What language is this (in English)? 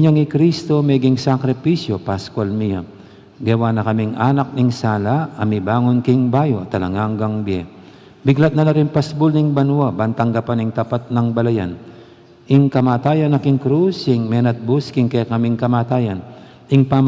Pampanga